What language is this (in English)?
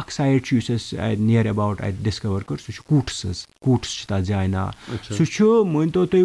Kashmiri